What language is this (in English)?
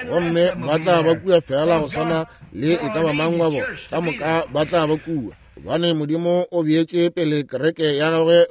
Northern Sotho